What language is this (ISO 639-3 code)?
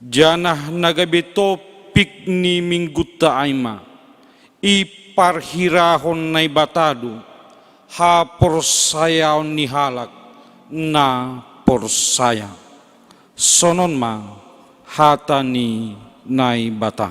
bts